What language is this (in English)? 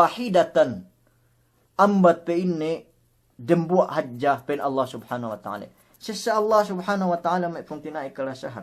Yakan